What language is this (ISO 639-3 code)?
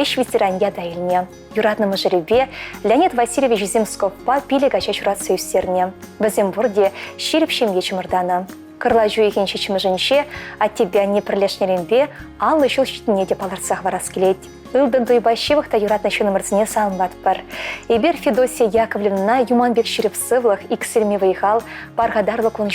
chv